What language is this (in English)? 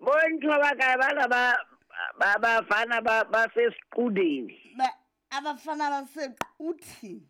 Southern Sotho